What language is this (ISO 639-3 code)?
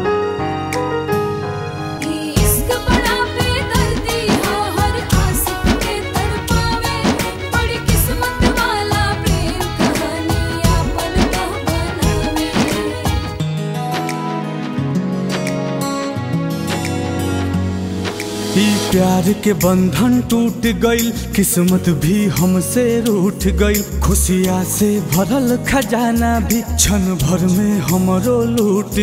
bho